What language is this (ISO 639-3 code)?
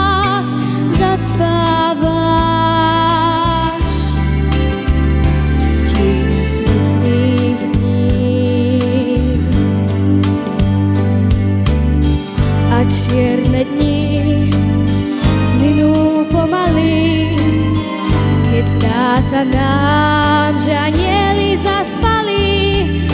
slk